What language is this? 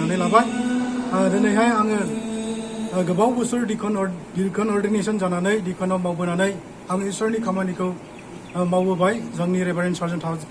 Bodo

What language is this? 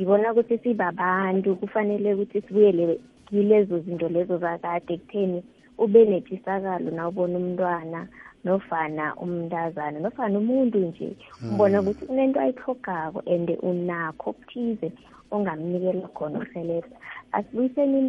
South Ndebele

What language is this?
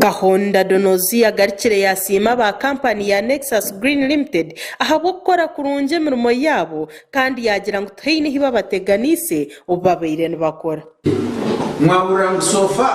Nyankole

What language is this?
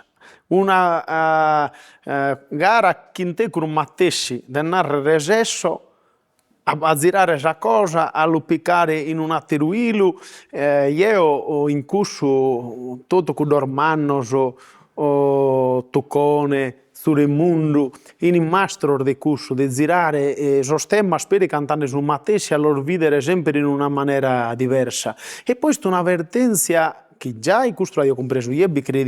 Sardinian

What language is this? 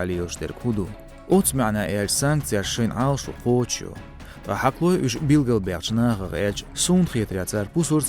Chechen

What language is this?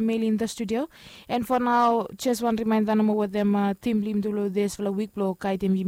Bislama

